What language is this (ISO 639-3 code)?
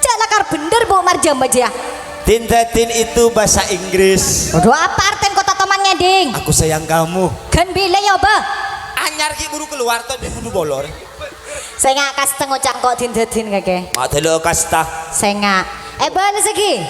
mad